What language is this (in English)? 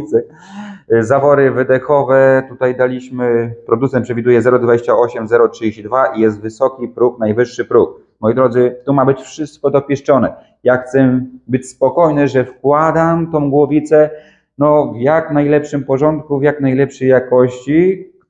Polish